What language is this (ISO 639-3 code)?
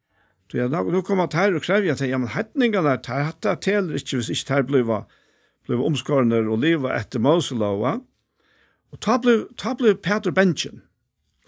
fao